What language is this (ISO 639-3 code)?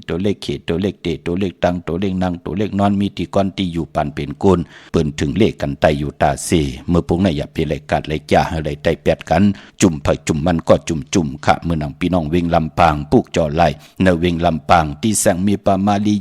shn